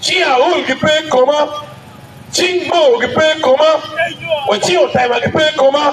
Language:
Acoli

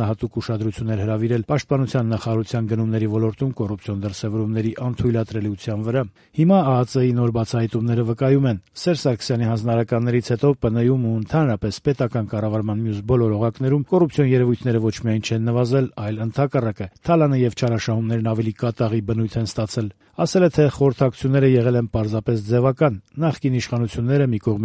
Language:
Armenian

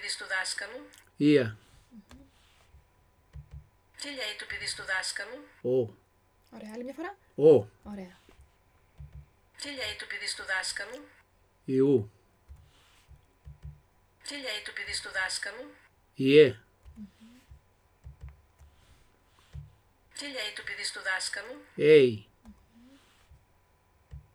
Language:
Greek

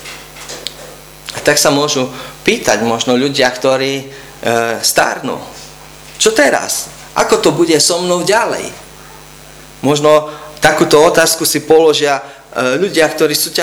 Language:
Slovak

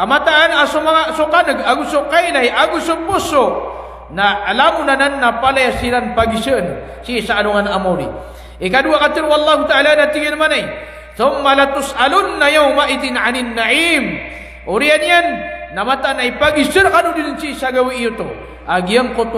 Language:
Maranao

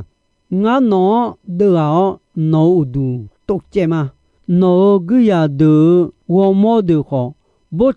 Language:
Akha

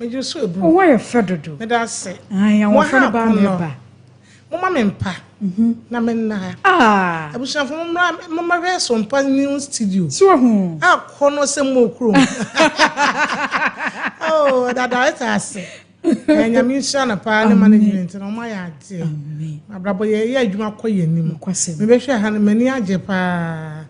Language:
Akan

